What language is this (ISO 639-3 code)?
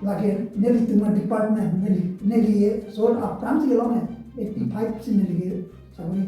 mjw